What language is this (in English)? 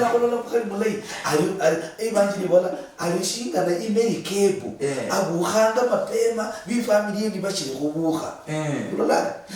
Luyia